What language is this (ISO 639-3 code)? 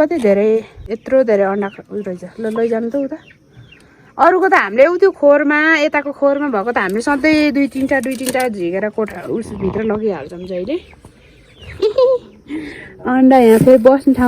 nep